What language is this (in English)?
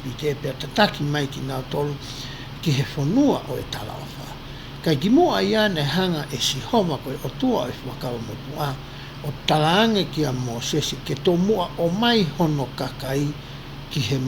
Tongan